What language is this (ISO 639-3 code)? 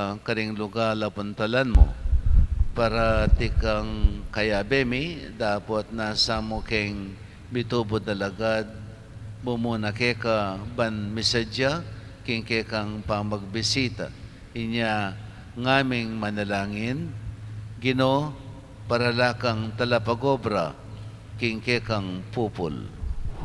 pam